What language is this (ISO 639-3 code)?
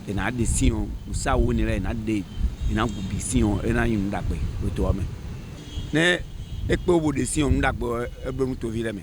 fon